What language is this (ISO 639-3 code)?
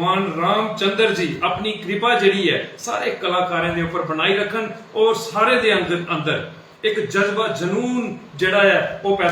doi